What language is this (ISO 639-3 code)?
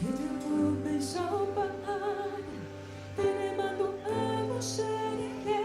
grn